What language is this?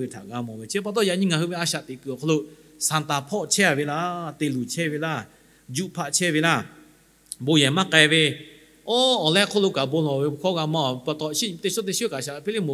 Lahu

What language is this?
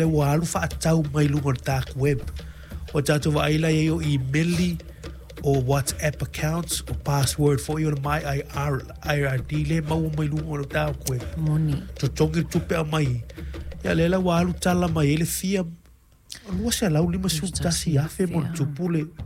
Samoan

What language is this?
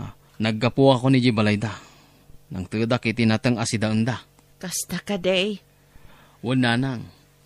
Iloko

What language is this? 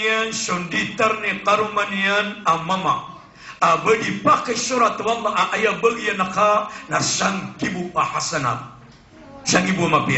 Maranao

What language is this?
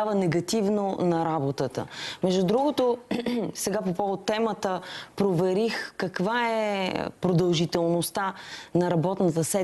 Bulgarian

